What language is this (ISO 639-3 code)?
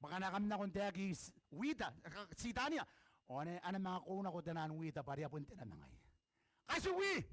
gil